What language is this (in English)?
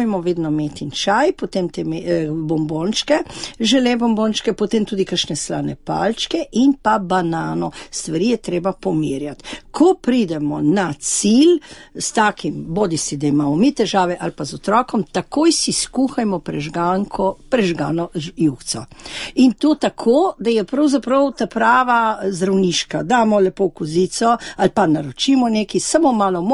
Slovenian